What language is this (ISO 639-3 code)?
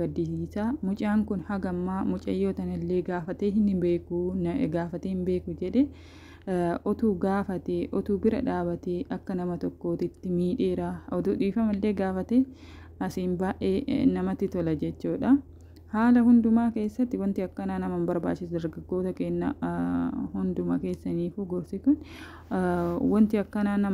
orm